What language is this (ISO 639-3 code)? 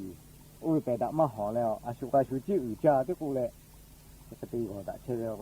lhu